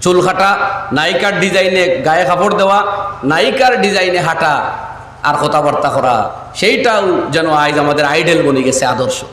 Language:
Sylheti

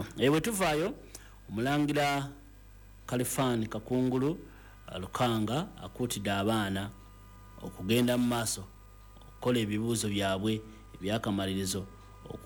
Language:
Ganda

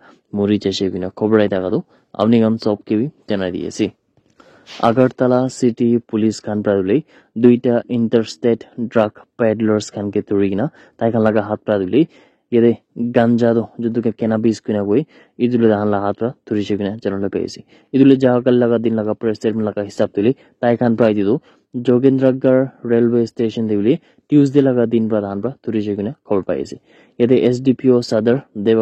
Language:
Naga Pidgin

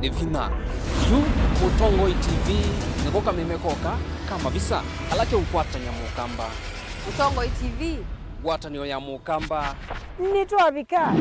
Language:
Kamba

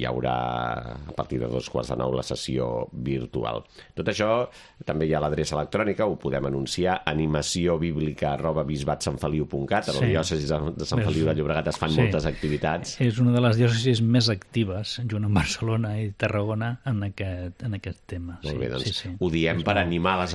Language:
Catalan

